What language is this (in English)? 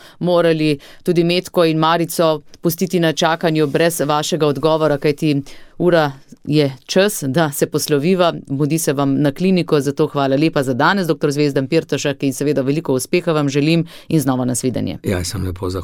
Slovenian